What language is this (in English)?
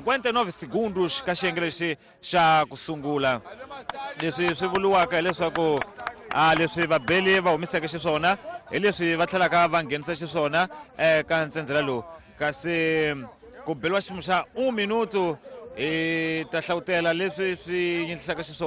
Tsonga